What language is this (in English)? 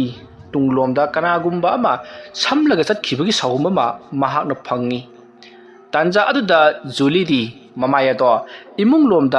Manipuri